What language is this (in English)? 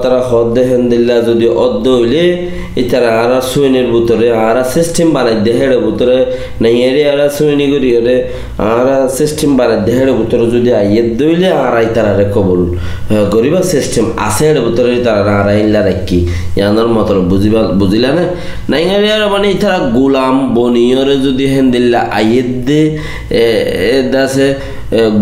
Rohingya